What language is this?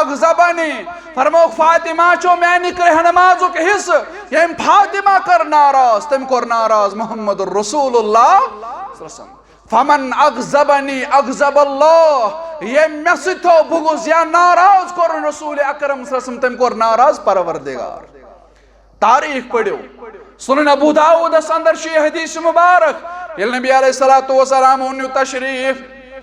Kashmiri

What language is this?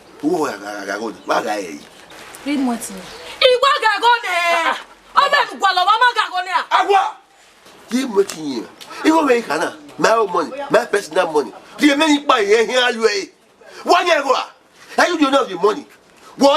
Bini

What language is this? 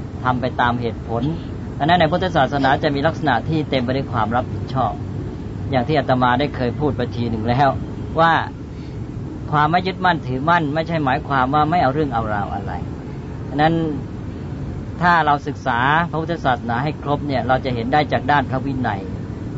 Thai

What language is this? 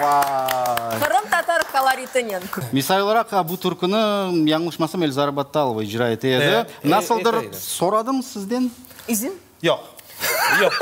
Crimean Tatar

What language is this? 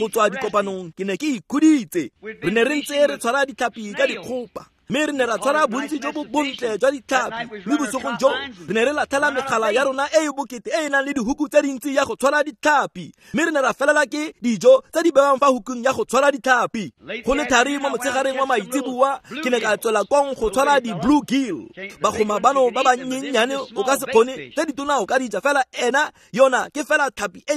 Tswana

